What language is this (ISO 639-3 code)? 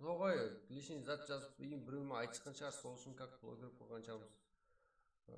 kaa